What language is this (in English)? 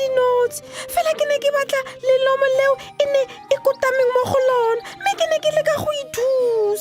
Tswana